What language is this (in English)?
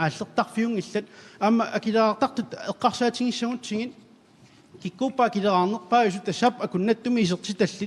Kalaallisut